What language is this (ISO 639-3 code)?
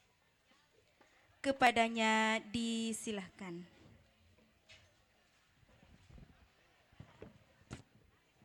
ind